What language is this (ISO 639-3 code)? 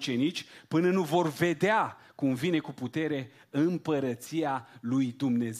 ron